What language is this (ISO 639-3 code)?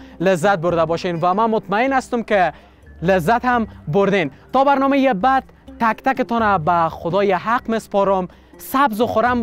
fas